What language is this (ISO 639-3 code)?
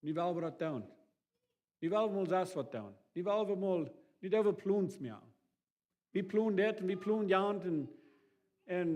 pdt